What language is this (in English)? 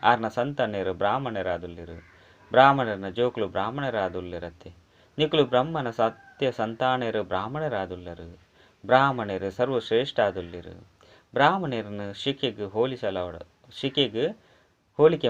Tulu